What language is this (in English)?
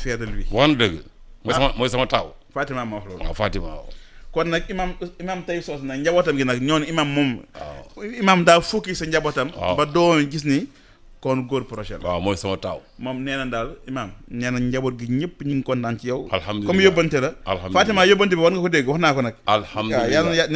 Wolof